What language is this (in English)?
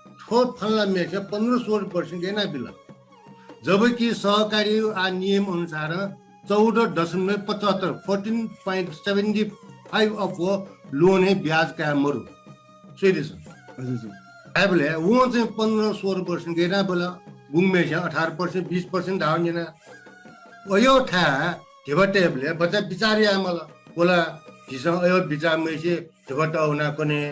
Newari